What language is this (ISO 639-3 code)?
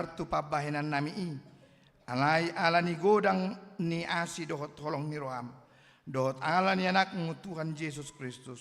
bbc